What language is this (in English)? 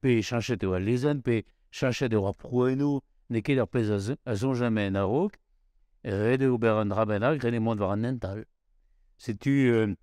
Breton